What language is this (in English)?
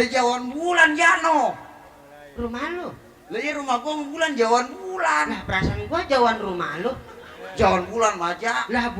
Betawi